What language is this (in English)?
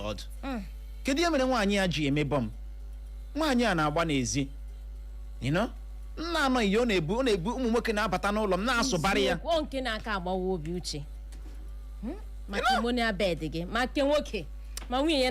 Igbo